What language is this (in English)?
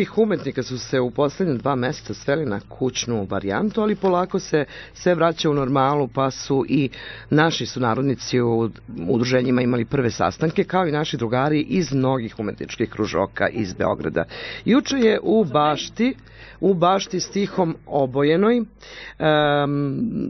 Serbian